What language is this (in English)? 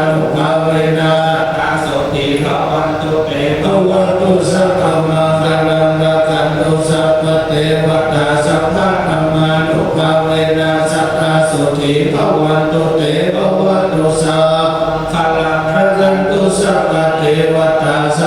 Pali